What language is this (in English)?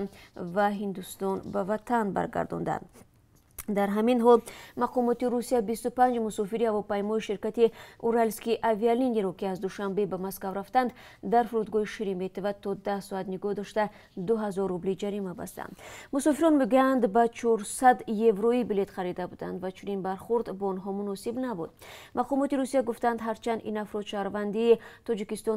Tajik